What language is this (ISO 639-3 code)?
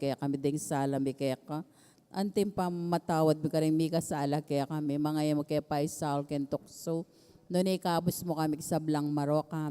pam